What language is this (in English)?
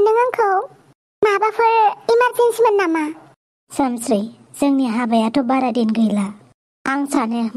Bodo